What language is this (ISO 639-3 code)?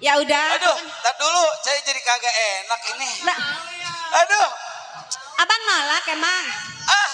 bew